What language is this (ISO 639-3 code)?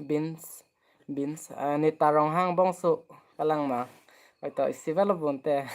mjw